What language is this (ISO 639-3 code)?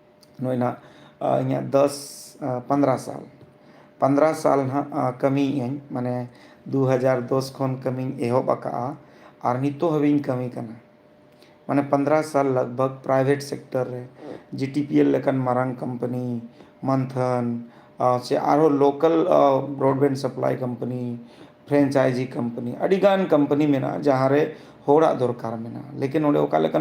sat